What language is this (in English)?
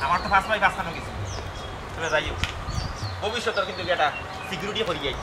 Sylheti